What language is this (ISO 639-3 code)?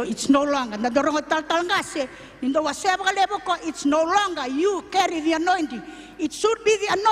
fij